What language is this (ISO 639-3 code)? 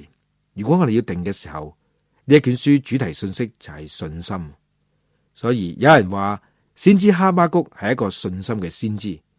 yue